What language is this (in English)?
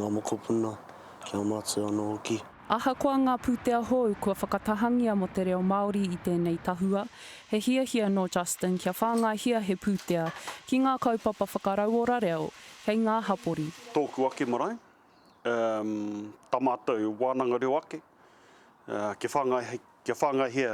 Māori